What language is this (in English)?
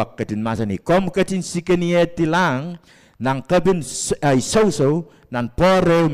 Pohnpeian